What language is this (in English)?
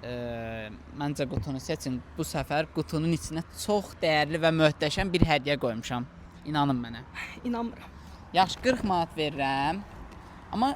Azerbaijani